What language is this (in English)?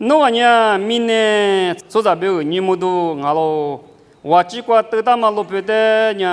Lisu